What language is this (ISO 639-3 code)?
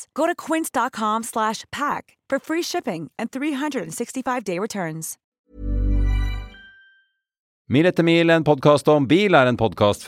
nor